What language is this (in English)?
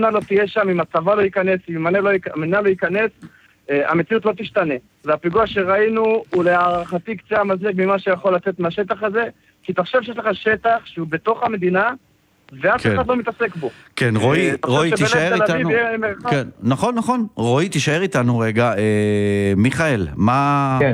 Hebrew